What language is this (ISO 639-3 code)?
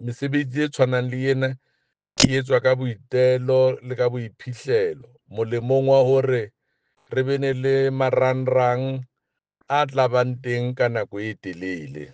sot